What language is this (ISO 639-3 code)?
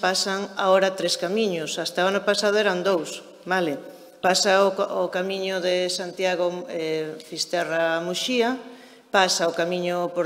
glg